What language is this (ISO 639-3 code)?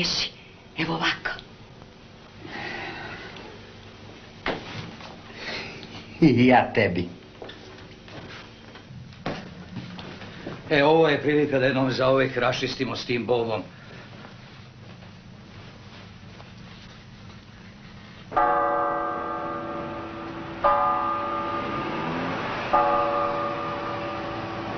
srp